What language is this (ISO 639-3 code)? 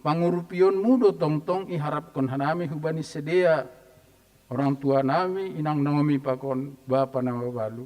bts